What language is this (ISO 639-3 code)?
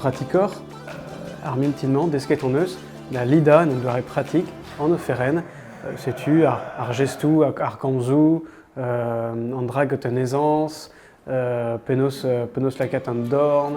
bre